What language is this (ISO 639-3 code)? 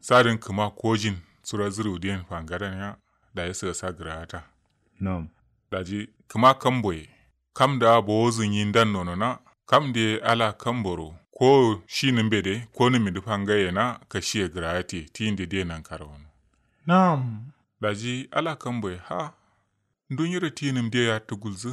kau